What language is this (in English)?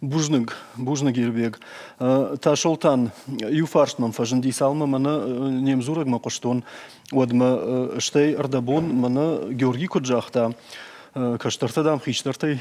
Ossetic